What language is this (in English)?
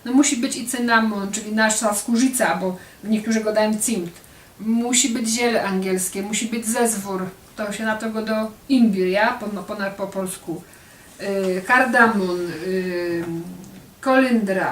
Silesian